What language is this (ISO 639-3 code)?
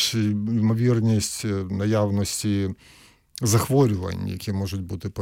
ukr